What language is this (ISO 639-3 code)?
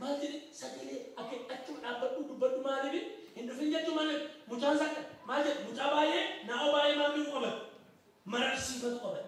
orm